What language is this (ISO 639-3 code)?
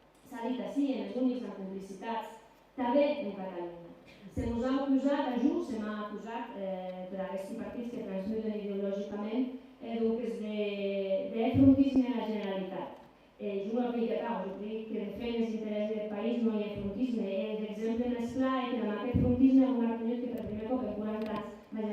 oci